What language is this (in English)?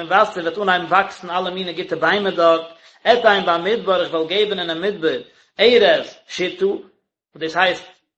Yiddish